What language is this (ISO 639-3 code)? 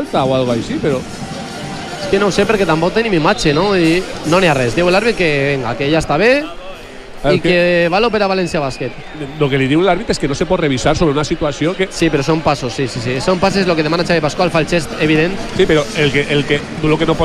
cat